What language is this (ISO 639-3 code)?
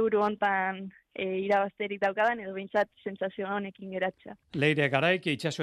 eus